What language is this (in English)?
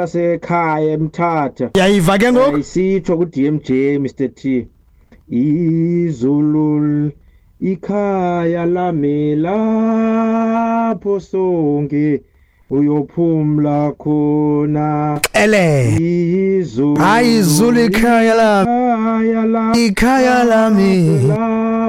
Xhosa